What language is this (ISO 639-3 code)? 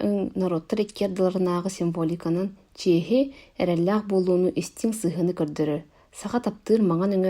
sah